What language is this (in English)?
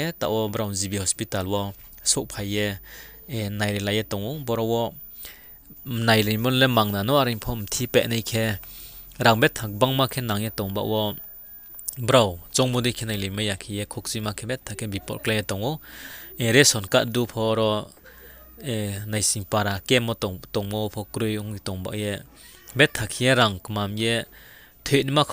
Riang (India)